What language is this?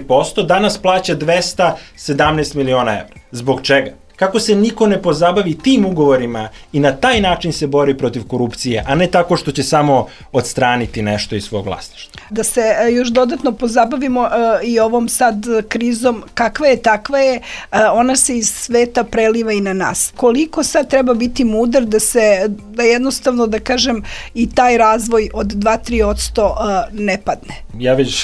Serbian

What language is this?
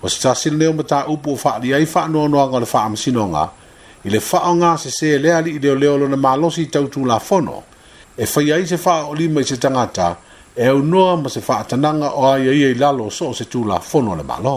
Samoan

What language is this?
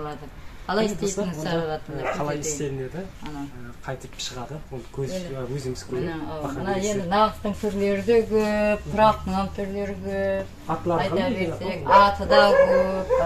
Kazakh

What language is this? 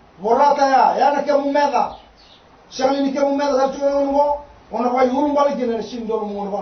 Fijian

